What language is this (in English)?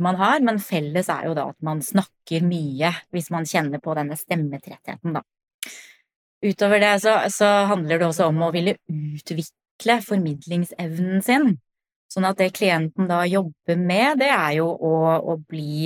Norwegian